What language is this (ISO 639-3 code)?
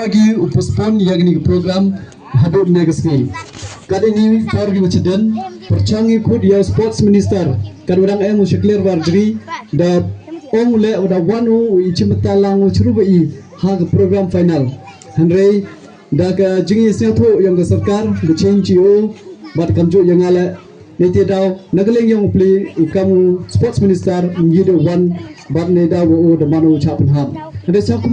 pbv